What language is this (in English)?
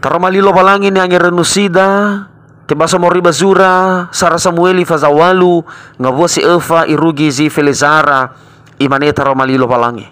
Nias